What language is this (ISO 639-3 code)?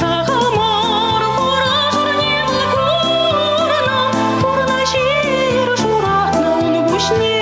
chv